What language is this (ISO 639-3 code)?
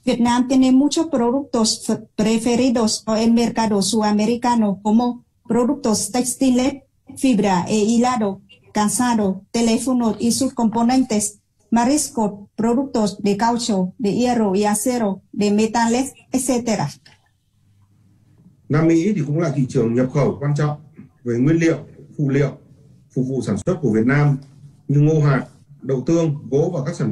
vie